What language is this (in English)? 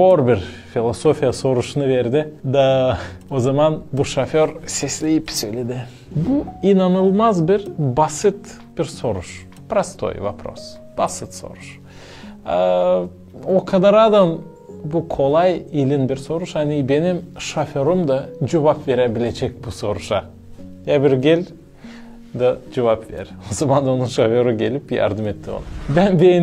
Gagauz